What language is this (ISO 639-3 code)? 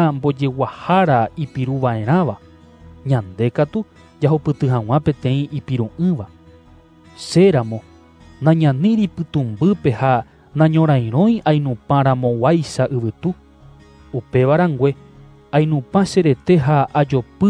grn